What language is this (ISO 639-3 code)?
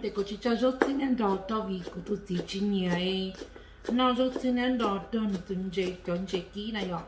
hmn